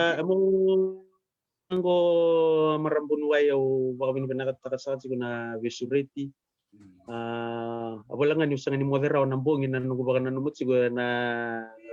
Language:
Fijian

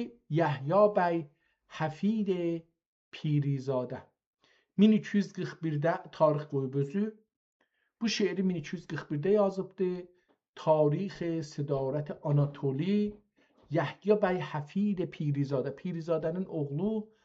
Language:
South Azerbaijani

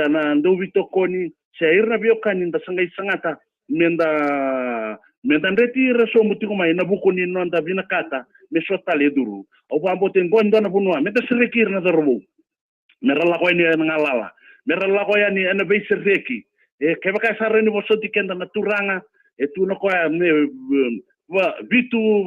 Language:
Fijian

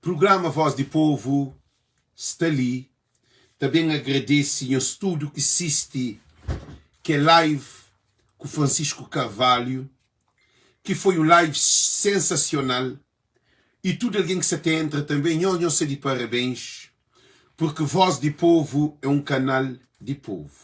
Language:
Kabuverdianu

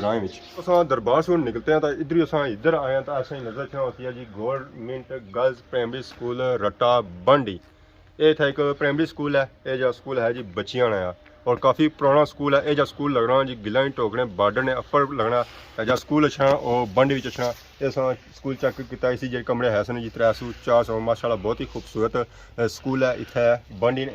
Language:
Pahari-Potwari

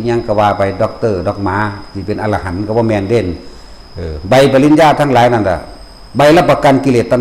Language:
Northeastern Thai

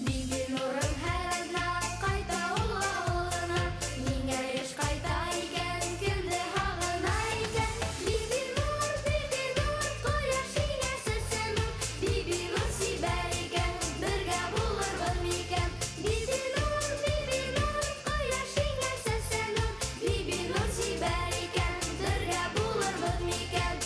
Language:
Bashkir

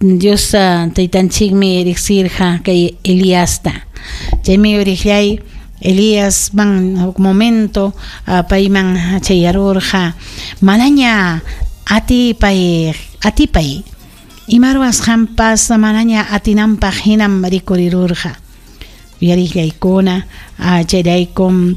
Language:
Ayacucho Quechua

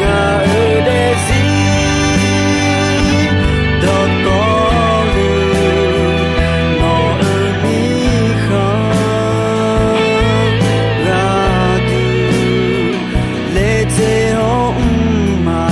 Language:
Akha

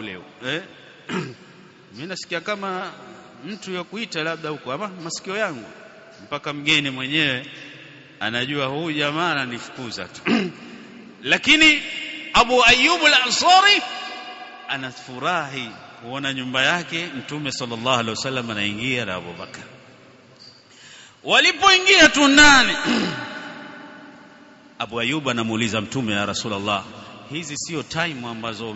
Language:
Swahili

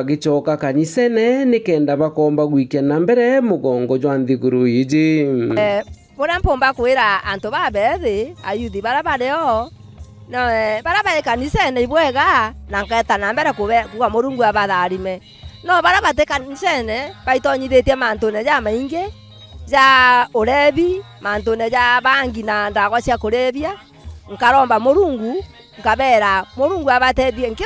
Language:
Meru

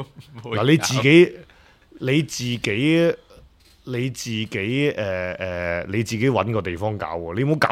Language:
Cantonese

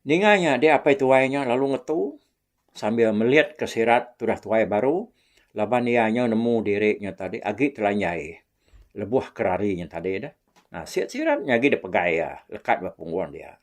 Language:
Iban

